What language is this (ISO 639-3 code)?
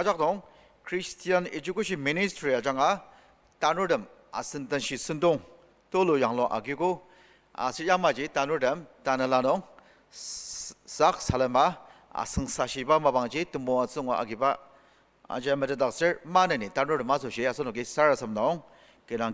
njo